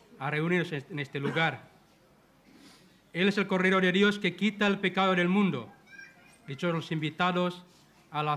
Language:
Spanish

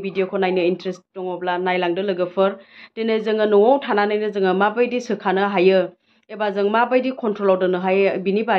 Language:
Bodo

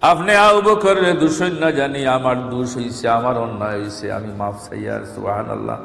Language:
Sylheti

